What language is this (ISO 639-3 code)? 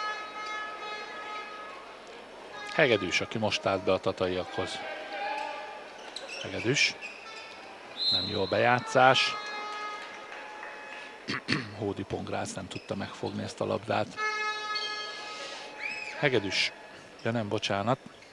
hun